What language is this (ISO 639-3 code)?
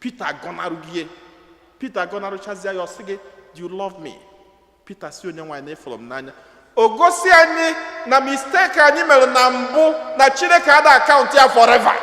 ibo